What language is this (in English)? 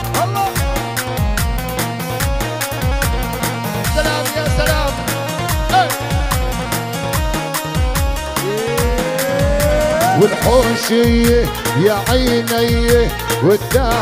Arabic